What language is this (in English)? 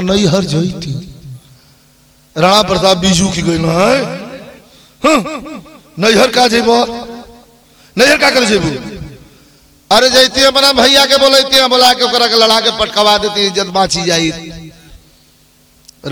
Bhojpuri